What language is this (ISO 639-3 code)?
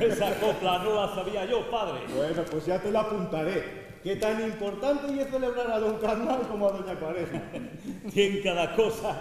ast